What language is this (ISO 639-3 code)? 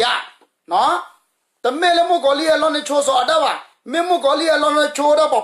ksw